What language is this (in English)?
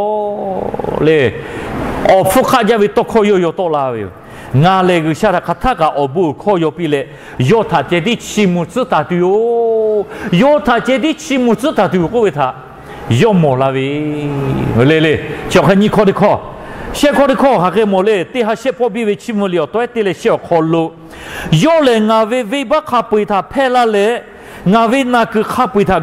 Lahu